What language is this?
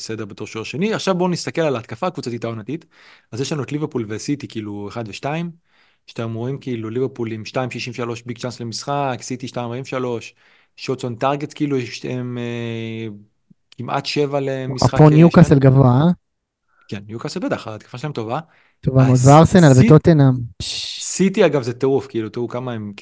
Hebrew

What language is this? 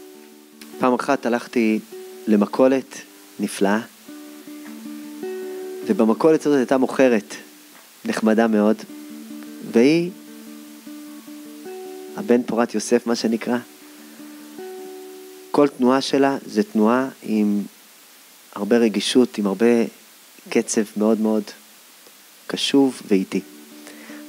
Hebrew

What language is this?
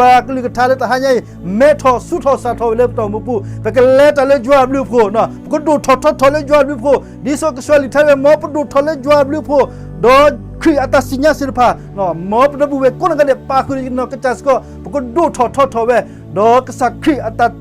S'gaw Karen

